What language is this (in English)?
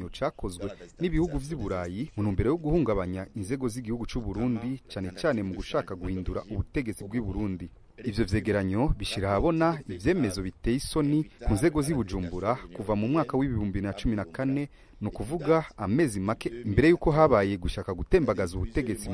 Rundi